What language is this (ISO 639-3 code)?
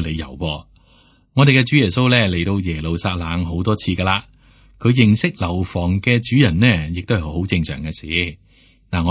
yue